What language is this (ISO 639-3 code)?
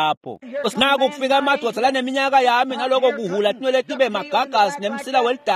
ssw